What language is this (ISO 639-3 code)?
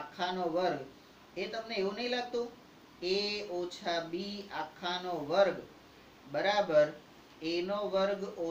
guj